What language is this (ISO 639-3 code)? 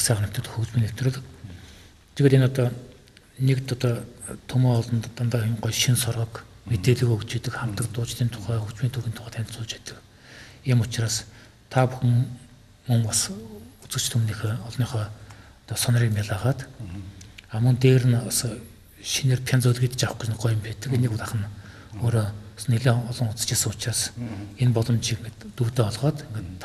mon